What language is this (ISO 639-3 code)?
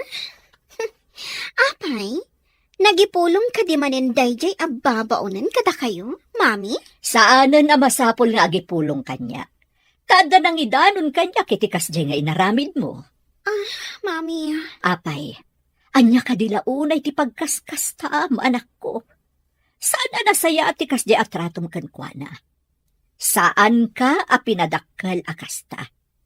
ilo